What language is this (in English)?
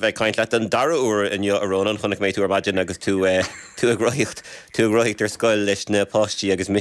Irish